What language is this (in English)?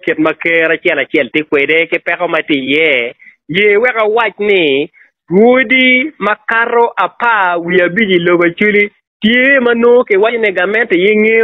Acoli